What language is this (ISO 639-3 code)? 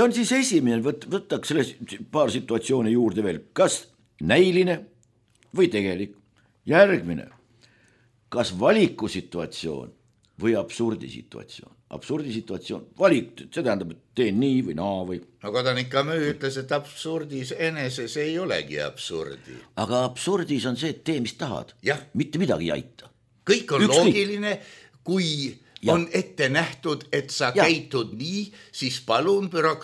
est